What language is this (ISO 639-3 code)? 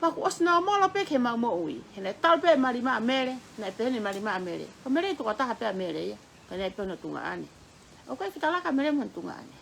ton